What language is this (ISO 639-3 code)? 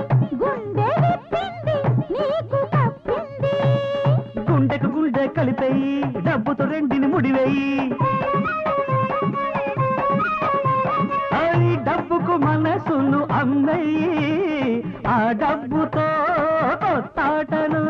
tel